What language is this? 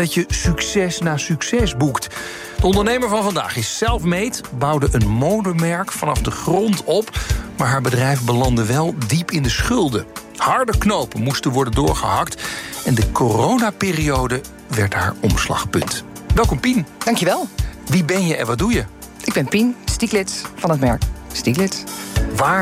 Dutch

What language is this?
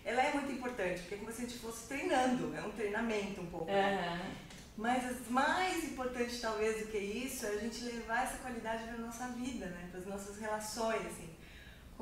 Portuguese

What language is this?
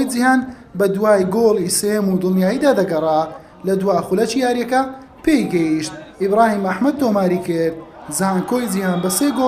Central Kurdish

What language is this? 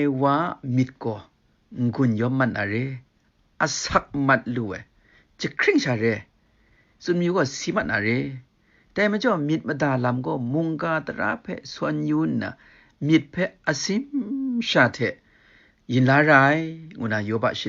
Kachin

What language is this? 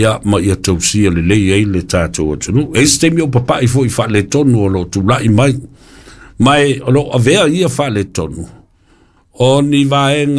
Samoan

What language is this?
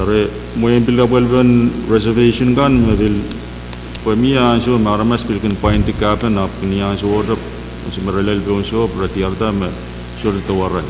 Pohnpeian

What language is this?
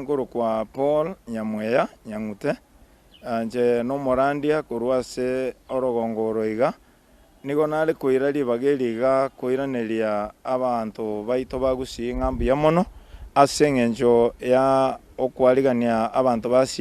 Gusii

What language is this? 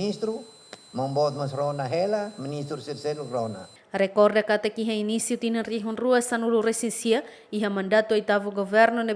Tetum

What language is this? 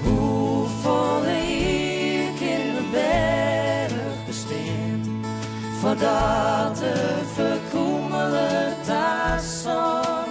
Western Frisian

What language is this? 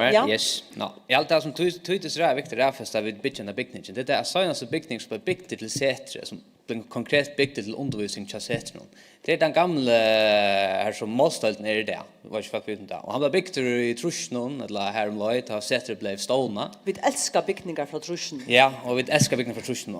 Faroese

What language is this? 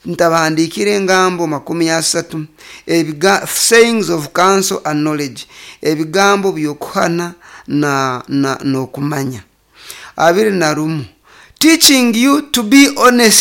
Nyoro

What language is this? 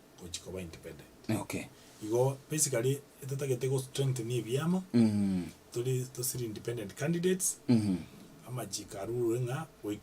Gusii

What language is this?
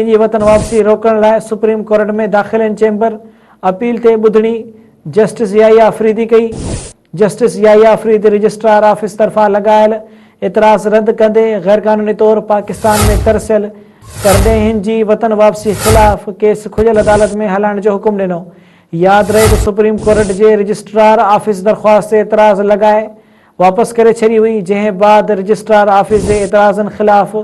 Sindhi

